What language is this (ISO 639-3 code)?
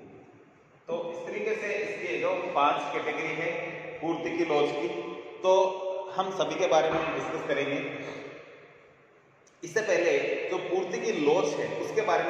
hin